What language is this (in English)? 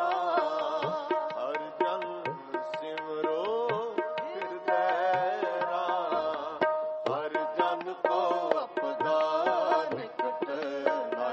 Punjabi